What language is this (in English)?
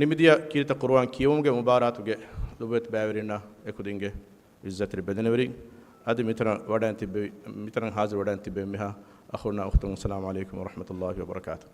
Divehi